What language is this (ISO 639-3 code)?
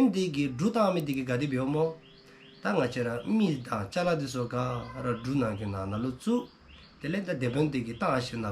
dzo